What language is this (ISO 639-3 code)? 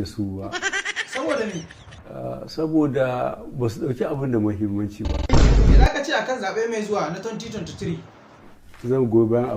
hau